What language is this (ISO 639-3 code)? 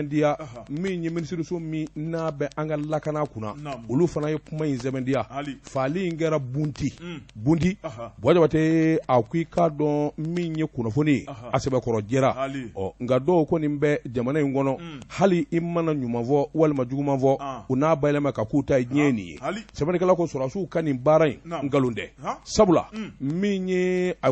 bam